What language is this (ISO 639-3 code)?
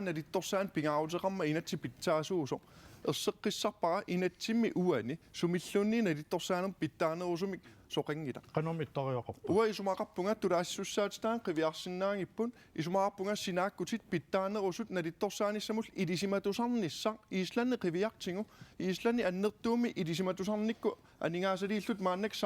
kal